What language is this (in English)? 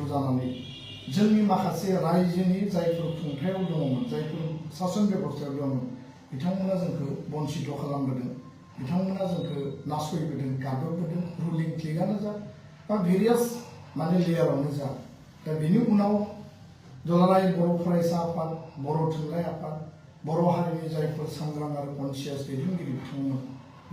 Bodo